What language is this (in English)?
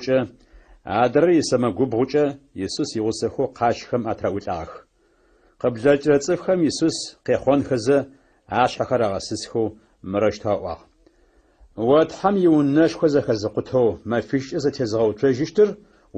Adyghe